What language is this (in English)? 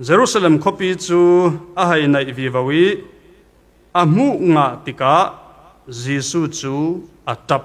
Falam Chin